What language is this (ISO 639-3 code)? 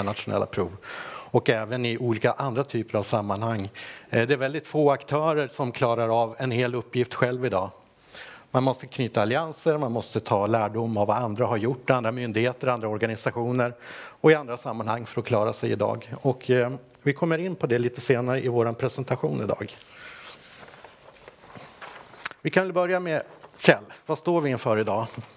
swe